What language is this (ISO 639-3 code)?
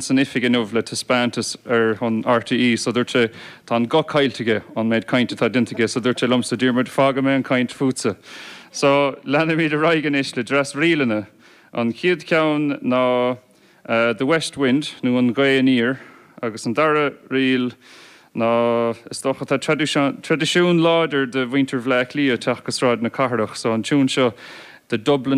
gle